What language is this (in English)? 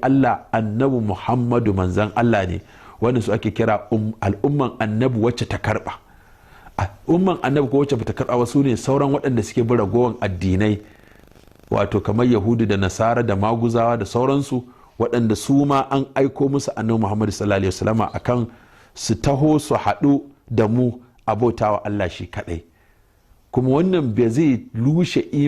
Hausa